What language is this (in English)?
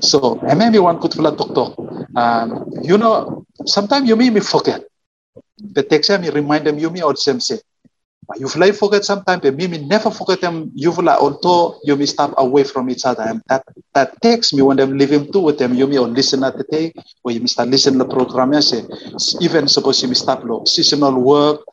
Bislama